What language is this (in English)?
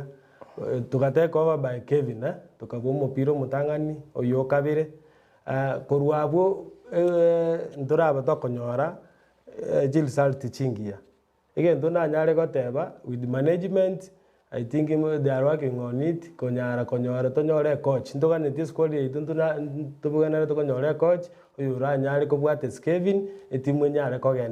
Gusii